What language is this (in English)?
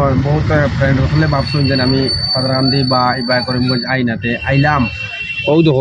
Sylheti